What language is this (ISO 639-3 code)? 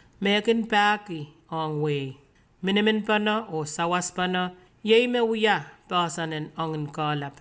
pon